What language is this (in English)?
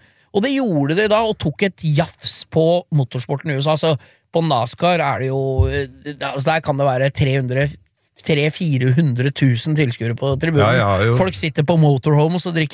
Norwegian